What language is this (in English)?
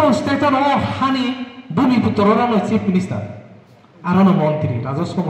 Kok Borok